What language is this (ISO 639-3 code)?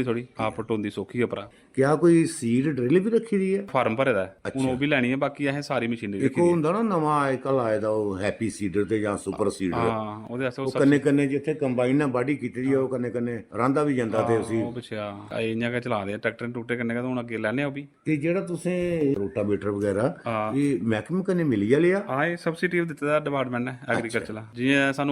doi